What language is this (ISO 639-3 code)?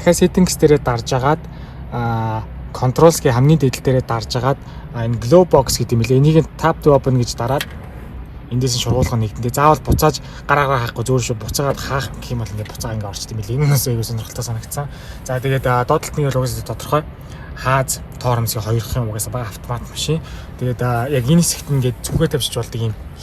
mon